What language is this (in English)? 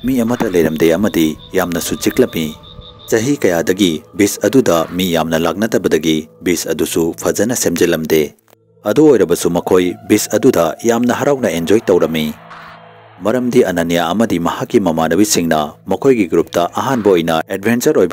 Manipuri